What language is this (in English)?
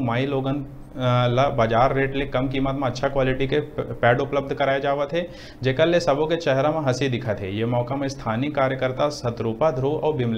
Chhattisgarhi